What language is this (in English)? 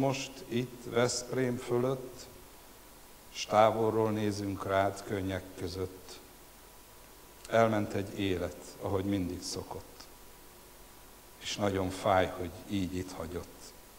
Hungarian